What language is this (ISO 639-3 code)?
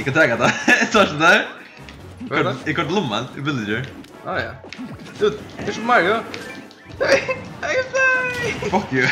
fao